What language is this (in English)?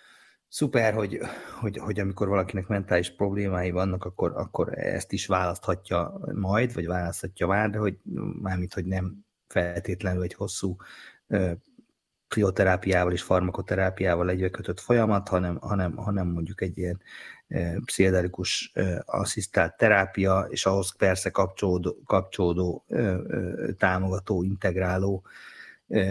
Hungarian